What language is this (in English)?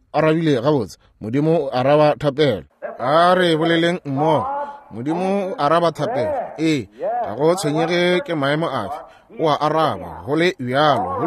Northern Sotho